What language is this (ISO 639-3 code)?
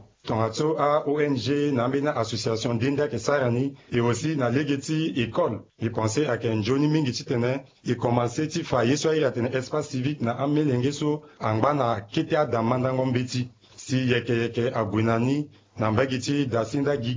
sag